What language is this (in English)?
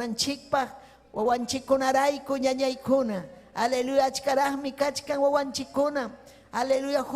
Ayacucho Quechua